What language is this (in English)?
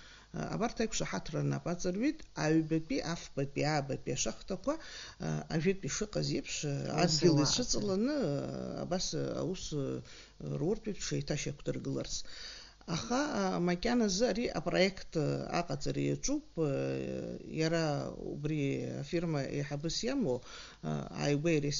Abkhazian